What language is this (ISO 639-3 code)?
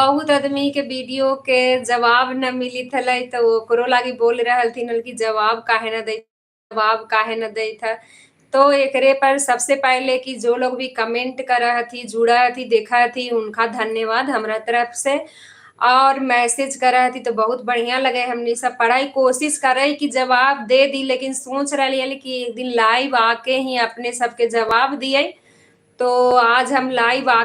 mag